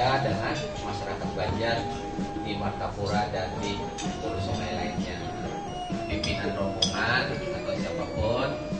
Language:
Banjar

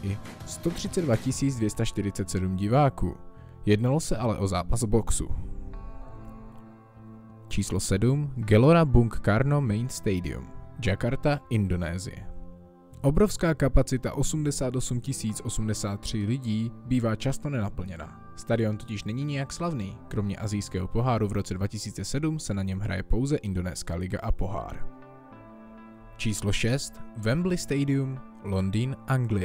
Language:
Czech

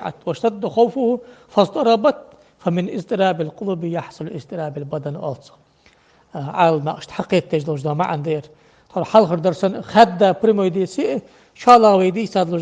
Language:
Ingush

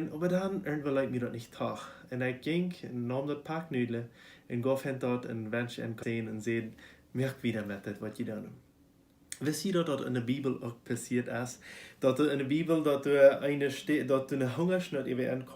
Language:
Plautdietsch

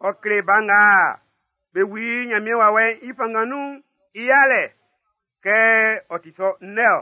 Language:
Baoulé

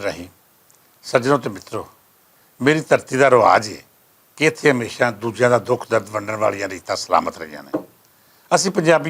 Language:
Western Panjabi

